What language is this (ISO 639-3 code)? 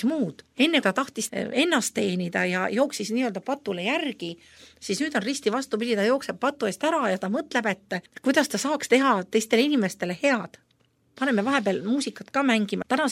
est